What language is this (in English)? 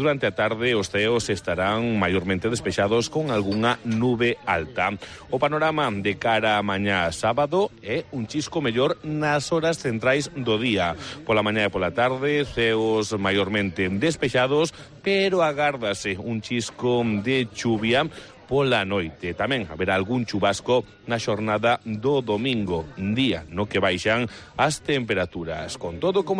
Galician